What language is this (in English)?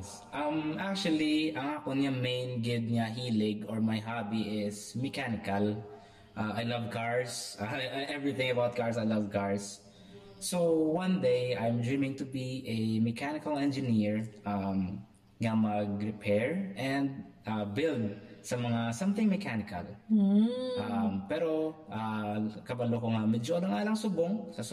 Hiligaynon